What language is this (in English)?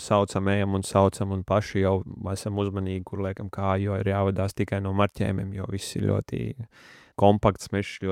Latvian